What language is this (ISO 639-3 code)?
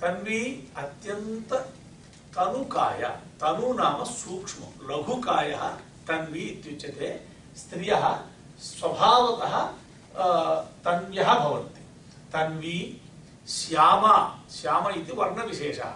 san